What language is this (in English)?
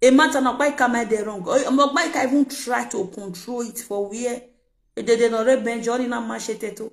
Nigerian Pidgin